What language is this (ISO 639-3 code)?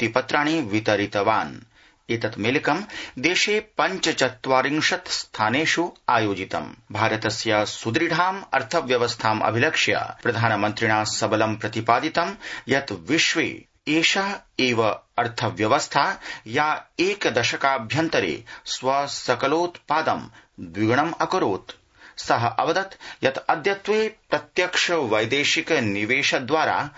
san